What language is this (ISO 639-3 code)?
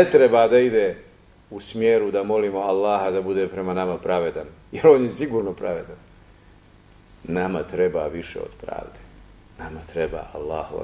bos